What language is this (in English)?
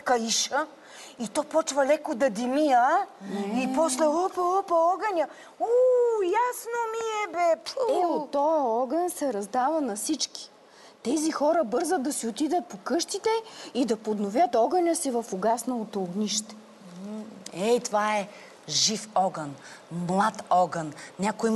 Bulgarian